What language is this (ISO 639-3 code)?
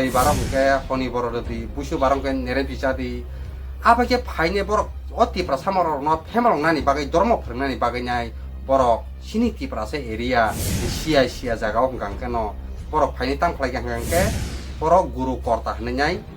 trp